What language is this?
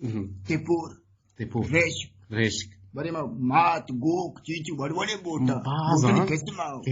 Eastern Balochi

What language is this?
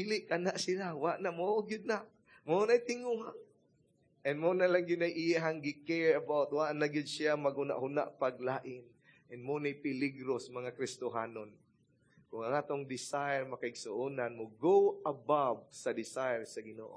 Cebuano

